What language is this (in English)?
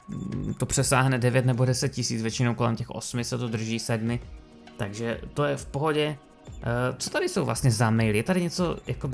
Czech